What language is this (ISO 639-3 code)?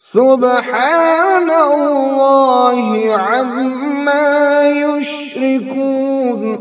kas